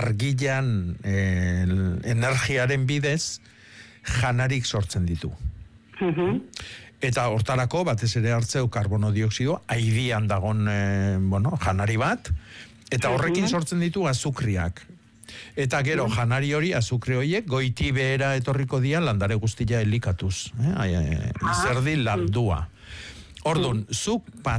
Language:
Basque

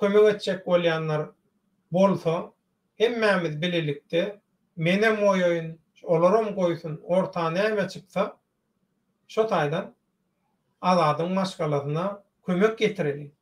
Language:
Turkmen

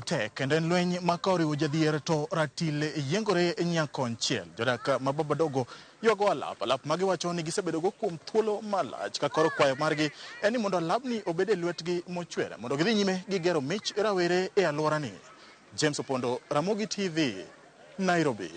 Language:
Luo (Kenya and Tanzania)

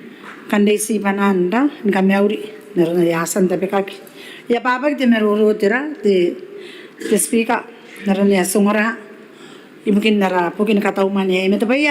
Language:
Gilbertese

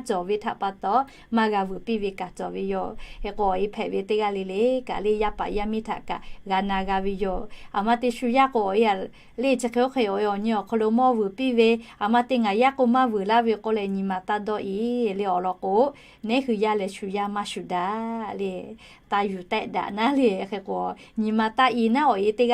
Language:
Lahu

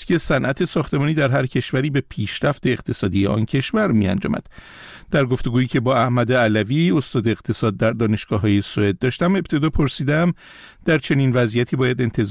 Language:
Persian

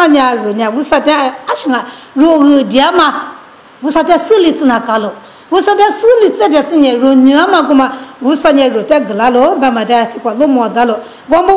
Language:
Lisu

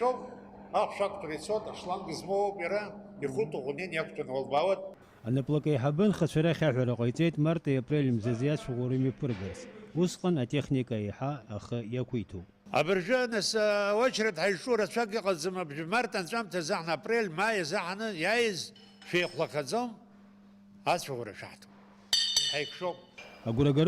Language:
Abkhazian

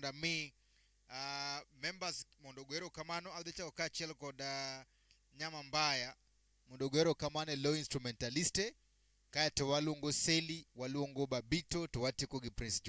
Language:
Luo (Kenya and Tanzania)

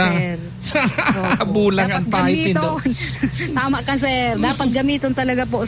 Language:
Bikol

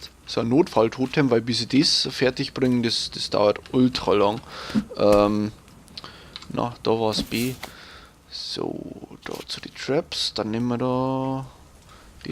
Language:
Bavarian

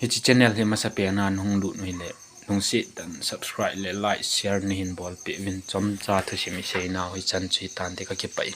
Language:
Thado Chin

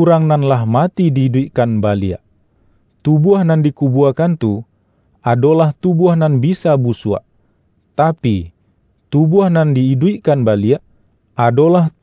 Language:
Minangkabau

